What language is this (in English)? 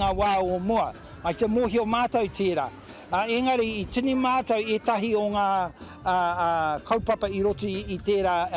Māori